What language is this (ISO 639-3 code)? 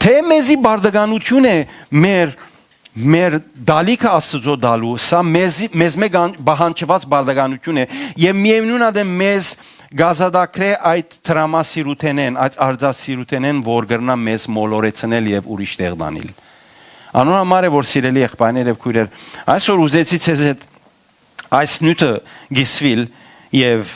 hyw